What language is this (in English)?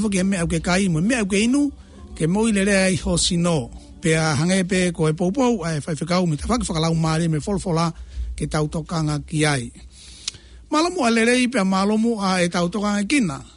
Tongan